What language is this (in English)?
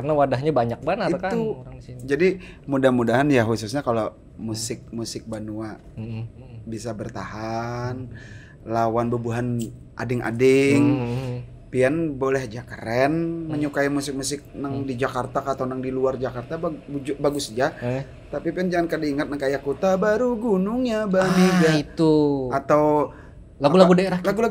Banjar